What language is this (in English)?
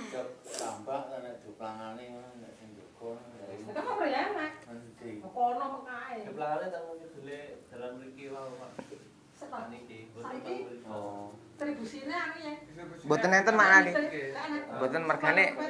Javanese